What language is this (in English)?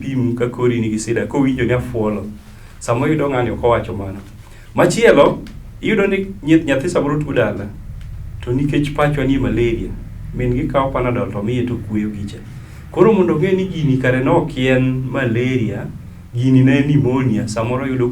Luo (Kenya and Tanzania)